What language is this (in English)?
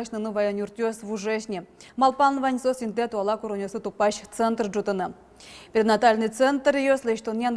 Udmurt